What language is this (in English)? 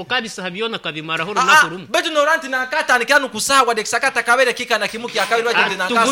Nyankole